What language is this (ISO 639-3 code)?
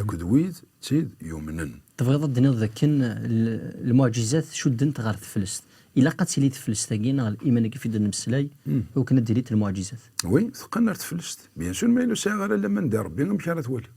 kab